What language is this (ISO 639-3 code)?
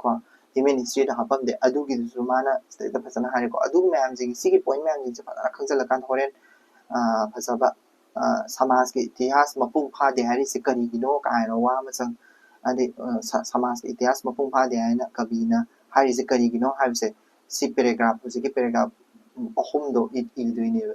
mni